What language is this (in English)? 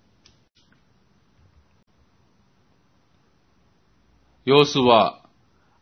Tamil